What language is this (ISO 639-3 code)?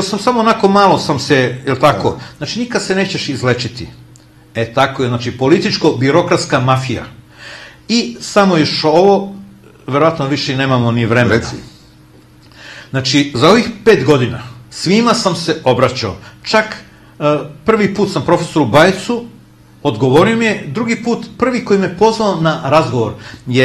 srp